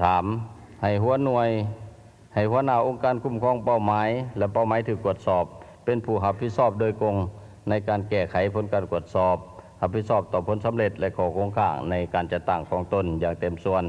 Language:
Lao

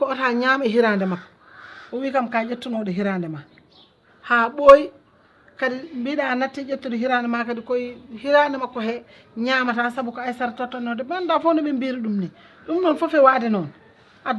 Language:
Fula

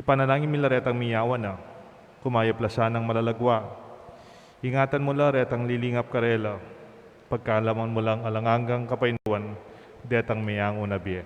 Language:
Pampanga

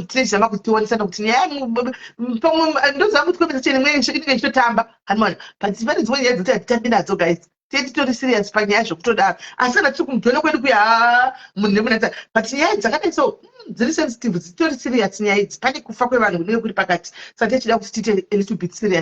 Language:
Shona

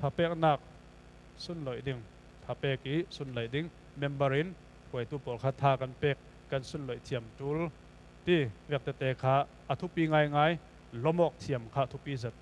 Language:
Falam Chin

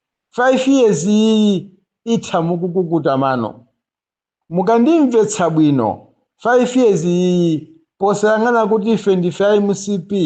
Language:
Nyanja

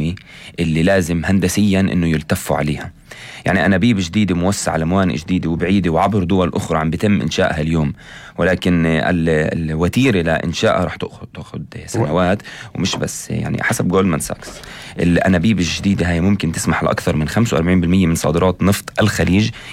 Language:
North Levantine Arabic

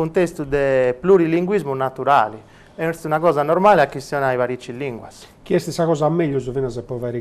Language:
Sardinian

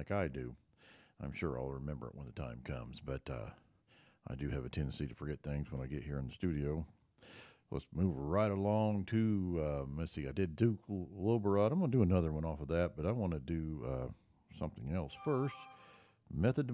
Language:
English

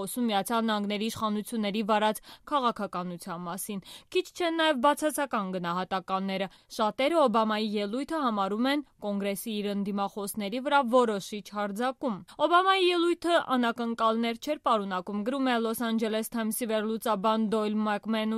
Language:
Armenian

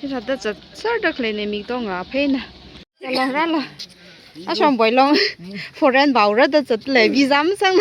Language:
Tangkhul Naga (India)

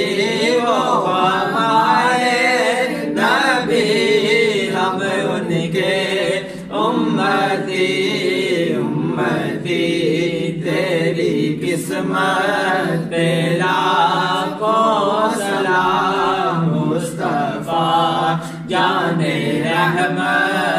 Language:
Urdu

